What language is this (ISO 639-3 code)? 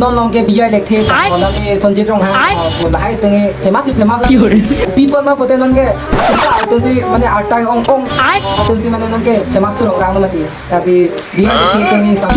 mjw